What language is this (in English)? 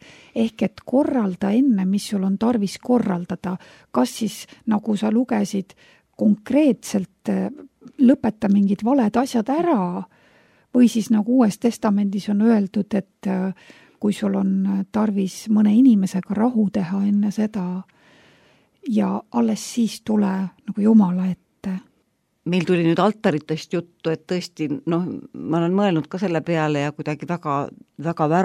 Estonian